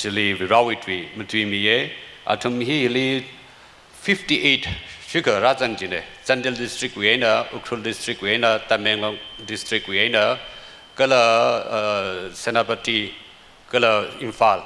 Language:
Tangkhul Naga (India)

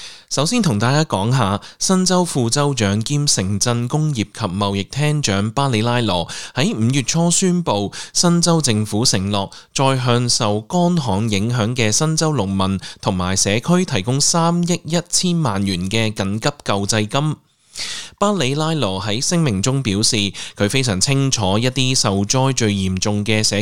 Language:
Cantonese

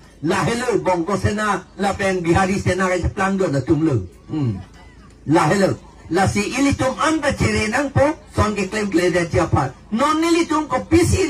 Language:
Karbi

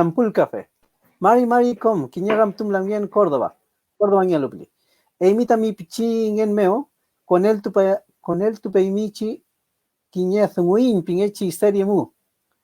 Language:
Mapuche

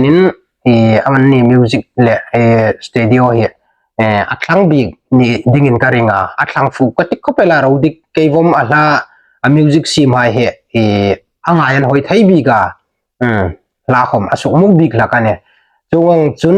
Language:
Hmar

